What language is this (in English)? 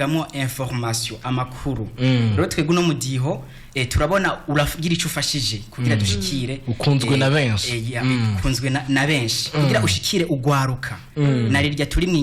Rundi